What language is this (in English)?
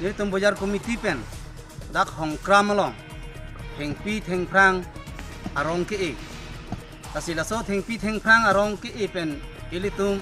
Karbi